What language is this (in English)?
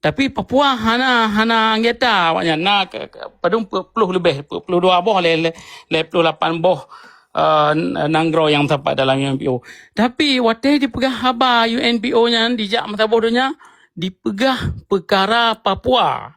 Achinese